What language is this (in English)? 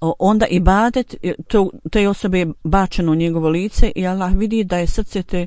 Bosnian